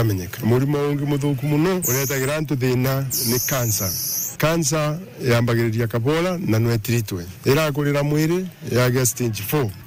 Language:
Meru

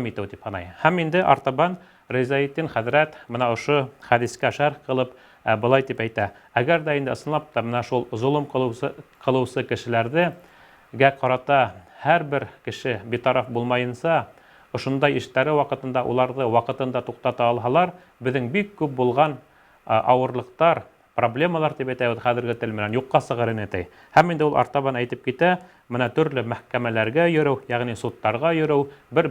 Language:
Bashkir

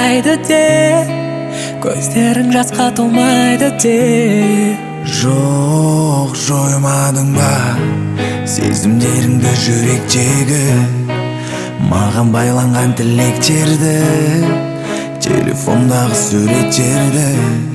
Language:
Kazakh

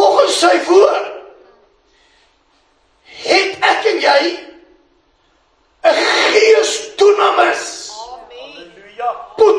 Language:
Afrikaans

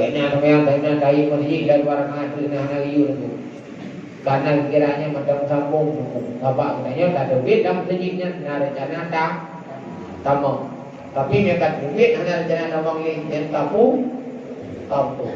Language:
Achinese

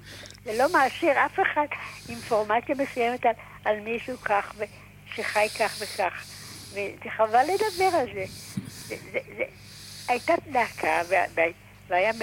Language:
Hebrew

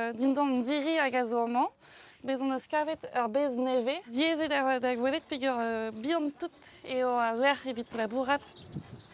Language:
Breton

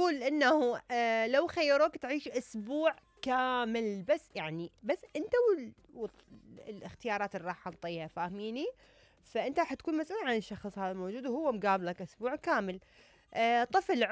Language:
Mesopotamian Arabic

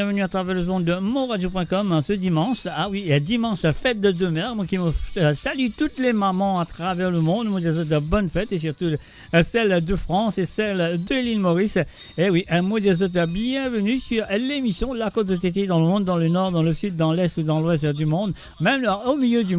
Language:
Morisyen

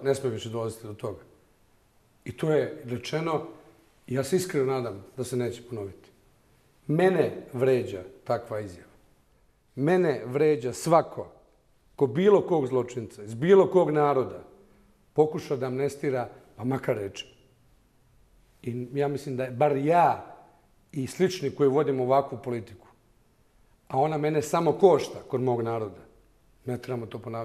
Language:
Bosnian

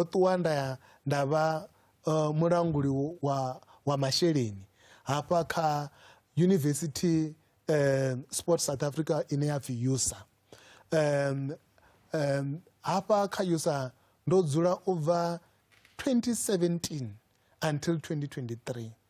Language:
Venda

